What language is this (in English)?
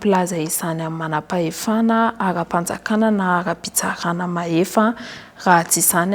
Malagasy